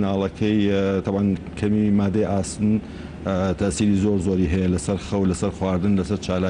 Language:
Central Kurdish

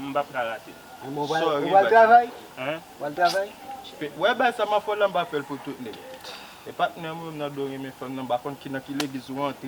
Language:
Haitian Creole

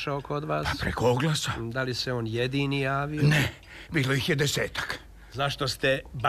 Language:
Serbian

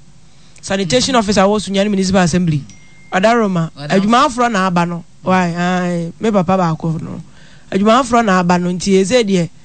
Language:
Akan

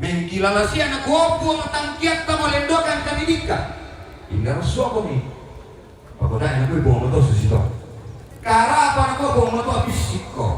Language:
Toraja-Sa'dan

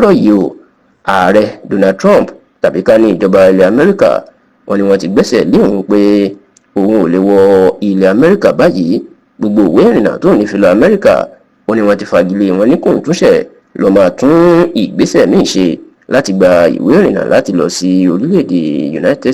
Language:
Yoruba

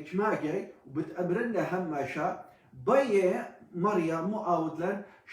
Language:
Assyrian Neo-Aramaic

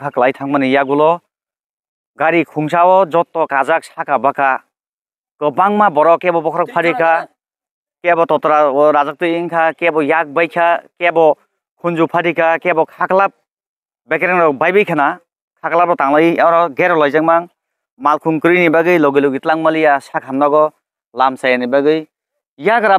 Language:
Kok Borok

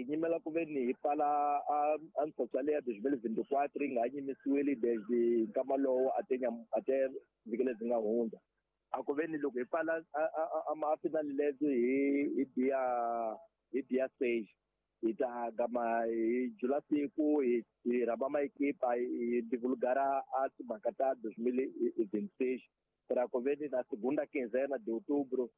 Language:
Tsonga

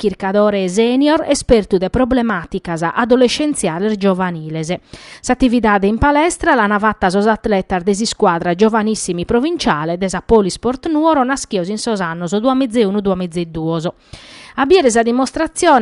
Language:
Sardinian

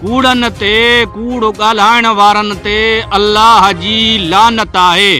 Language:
Sindhi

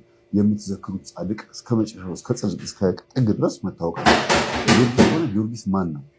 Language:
Amharic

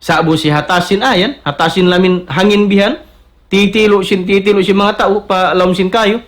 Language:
Tausug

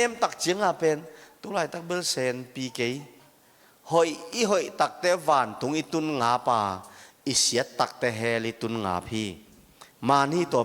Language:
Tedim Chin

